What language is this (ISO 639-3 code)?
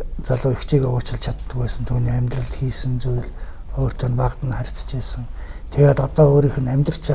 mon